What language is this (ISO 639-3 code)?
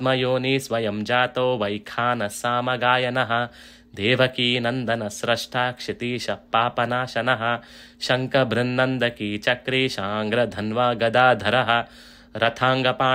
san